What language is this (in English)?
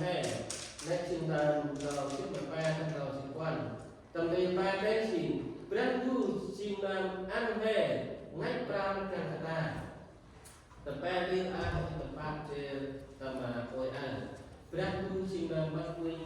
Central Mnong